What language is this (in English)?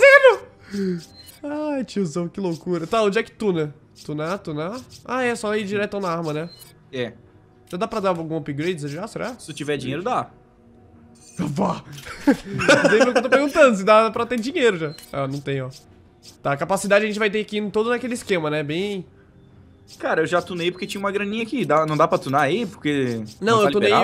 Portuguese